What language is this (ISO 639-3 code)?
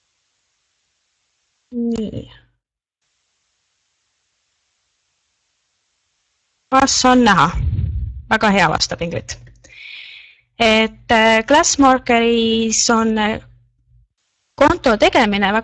est